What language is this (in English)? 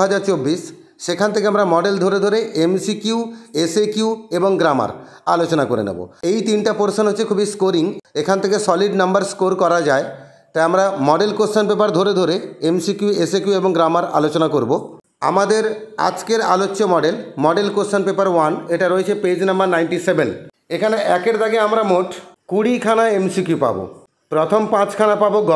Bangla